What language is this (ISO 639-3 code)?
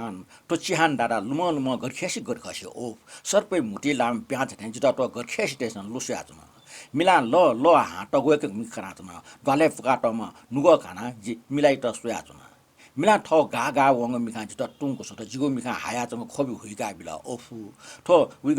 new